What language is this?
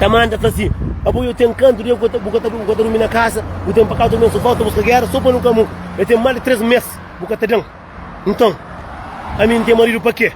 Kabuverdianu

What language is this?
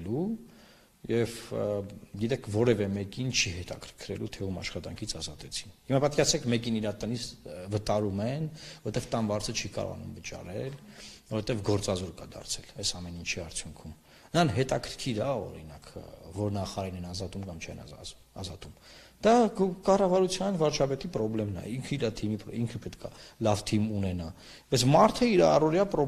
Armenian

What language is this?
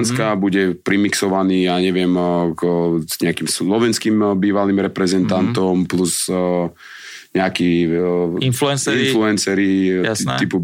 Slovak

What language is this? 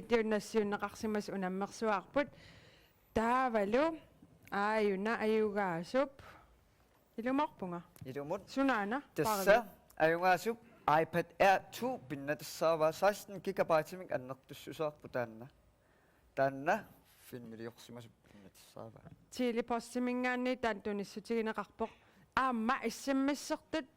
Kalaallisut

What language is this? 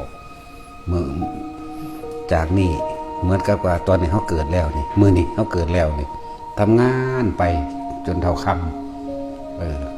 Northeastern Thai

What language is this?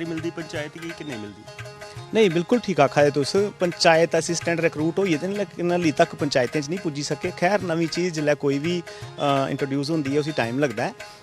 Dogri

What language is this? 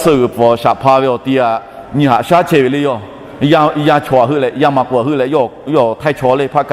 Lahu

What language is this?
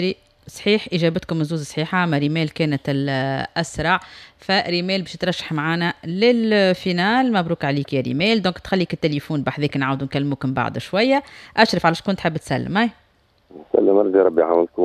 Tunisian Arabic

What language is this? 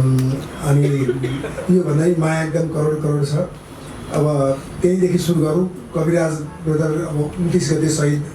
Nepali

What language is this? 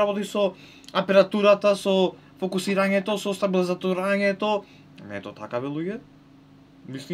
Macedonian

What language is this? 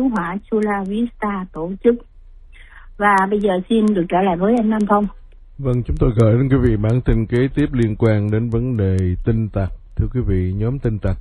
Vietnamese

